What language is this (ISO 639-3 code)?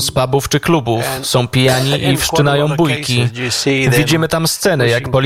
pol